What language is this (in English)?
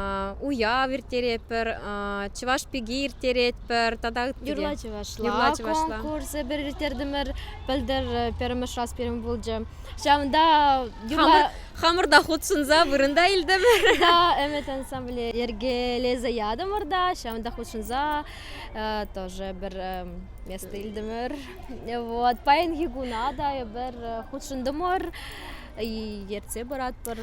Chuvash